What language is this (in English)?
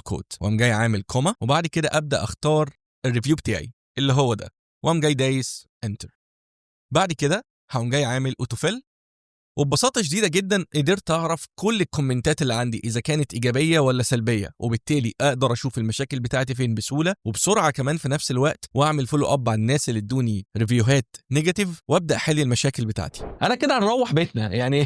Egyptian Arabic